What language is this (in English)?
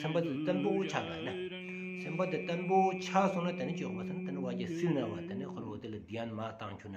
Stod Bhoti